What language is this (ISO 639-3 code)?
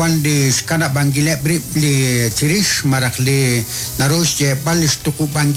kek